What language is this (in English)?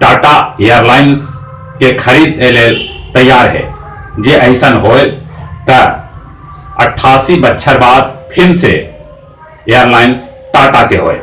Magahi